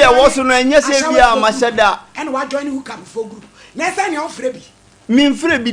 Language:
Akan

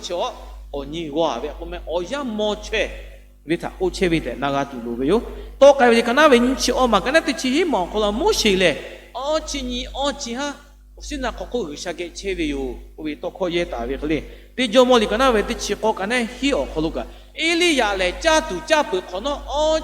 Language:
Lahu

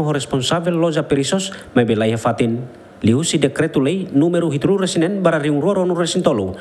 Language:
Tetum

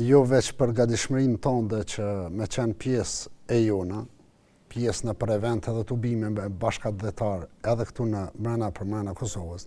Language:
Albanian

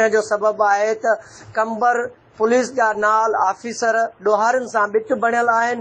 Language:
Sindhi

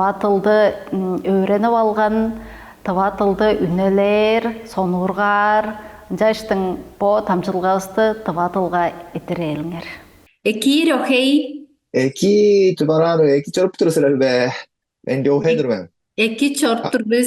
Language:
Tuvinian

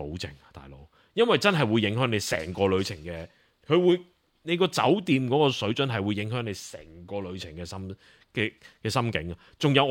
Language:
Cantonese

